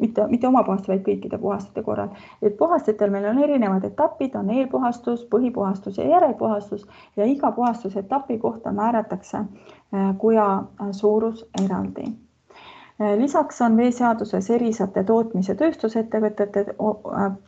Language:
Estonian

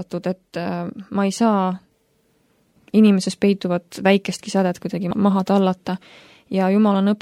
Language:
Estonian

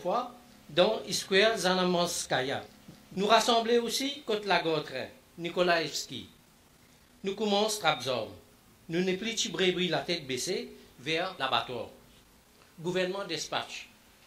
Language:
Morisyen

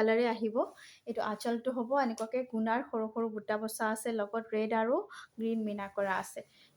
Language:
Assamese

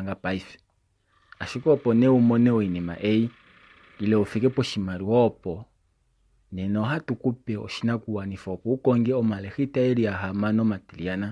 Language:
Kuanyama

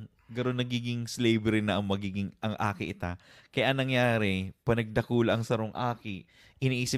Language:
Bikol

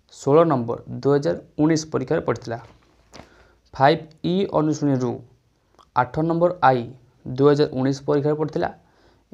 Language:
Odia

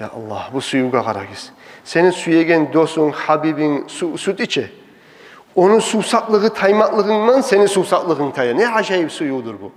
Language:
Kumyk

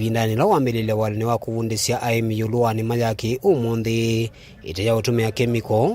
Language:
Kamba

